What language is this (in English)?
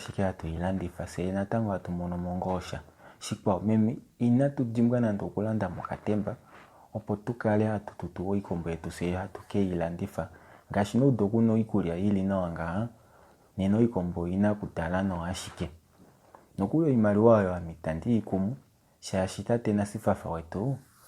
Kuanyama